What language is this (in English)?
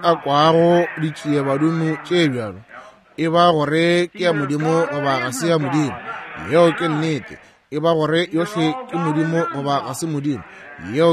Northern Sotho